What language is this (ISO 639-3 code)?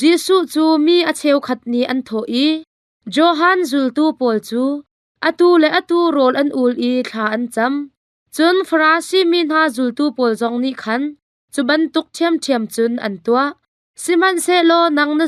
cnh